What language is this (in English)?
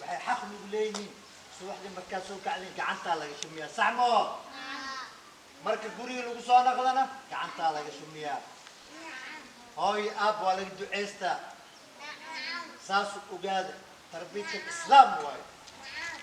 Somali